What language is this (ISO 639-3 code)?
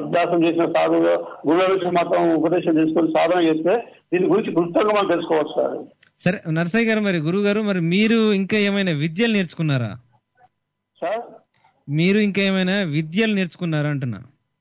tel